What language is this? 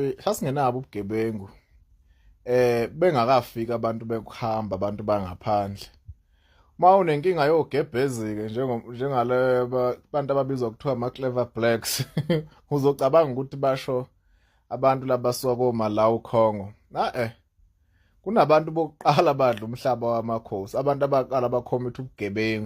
Zulu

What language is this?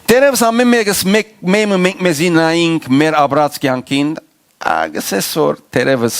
Western Armenian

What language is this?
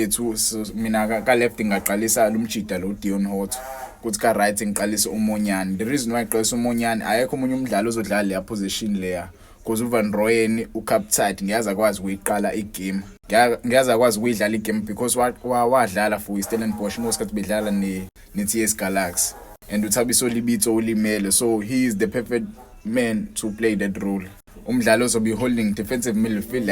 Zulu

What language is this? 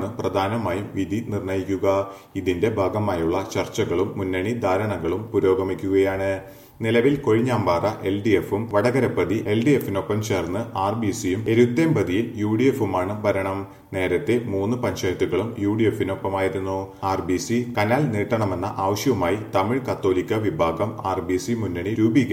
Malayalam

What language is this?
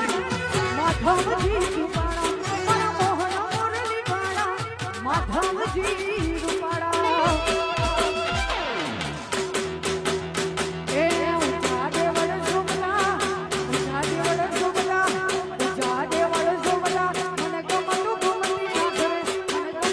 Gujarati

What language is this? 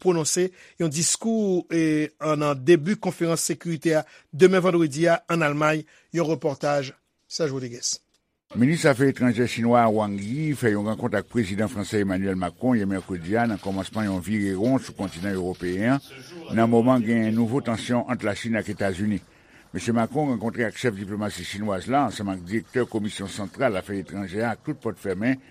Haitian Creole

